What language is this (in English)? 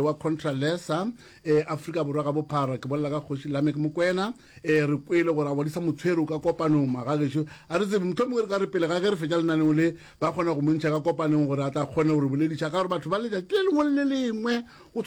Northern Sotho